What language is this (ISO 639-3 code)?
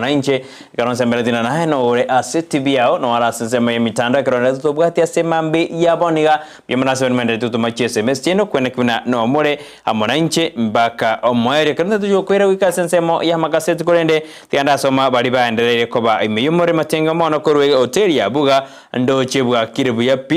guz